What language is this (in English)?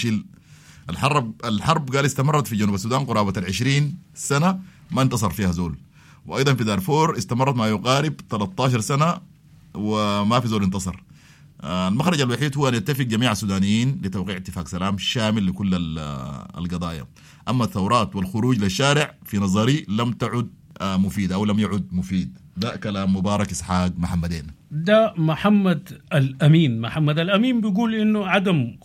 Sudanese Arabic